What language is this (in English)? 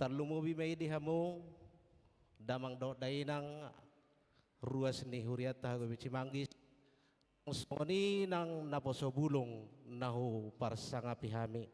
Batak Toba